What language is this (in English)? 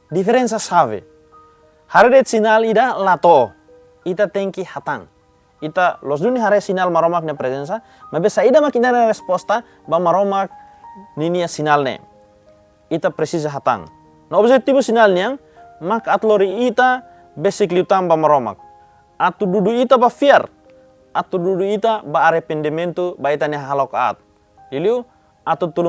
Tetum